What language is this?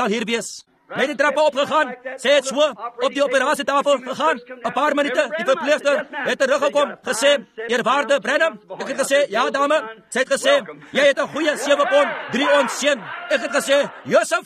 Afrikaans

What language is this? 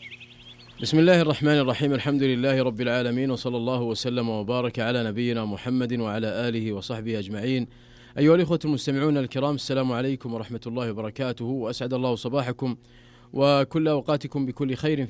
Arabic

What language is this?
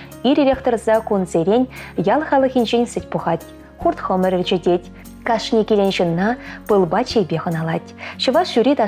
Chuvash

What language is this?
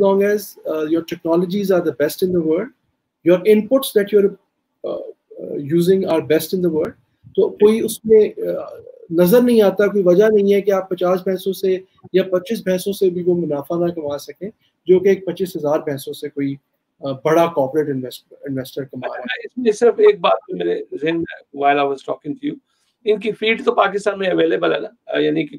Urdu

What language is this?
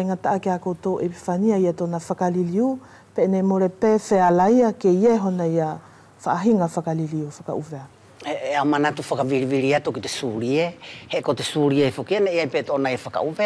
Wallisian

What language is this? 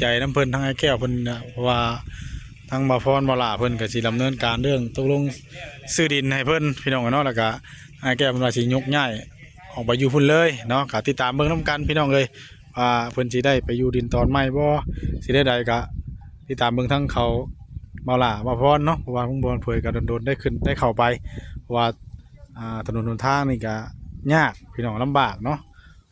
Northeastern Thai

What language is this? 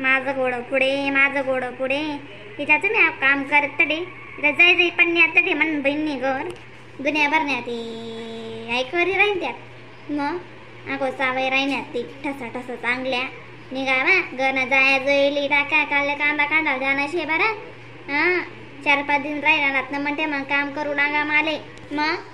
Khandesi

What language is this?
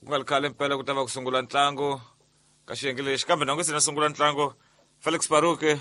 Tsonga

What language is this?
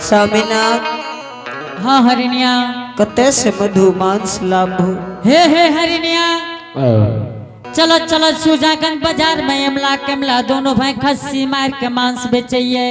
Angika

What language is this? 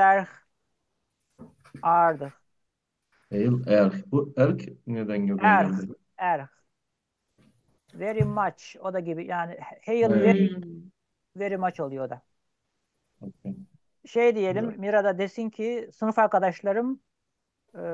Turkish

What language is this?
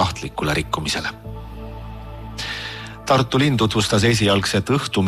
Estonian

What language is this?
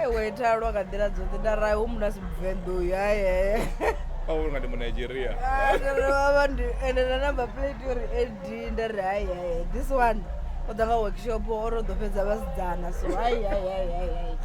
Venda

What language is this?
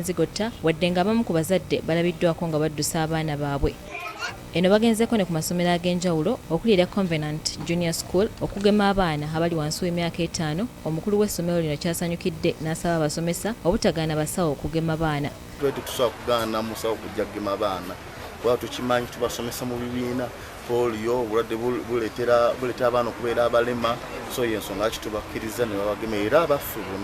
Ganda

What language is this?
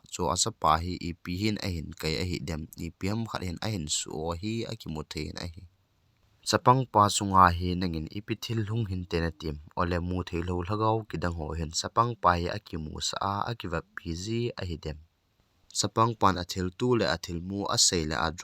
Thado Chin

